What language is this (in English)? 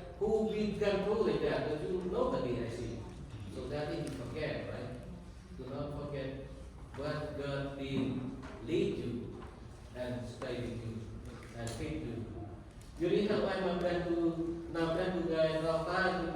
Central Mnong